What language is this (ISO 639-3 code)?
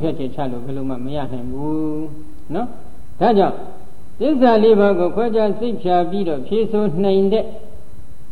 mya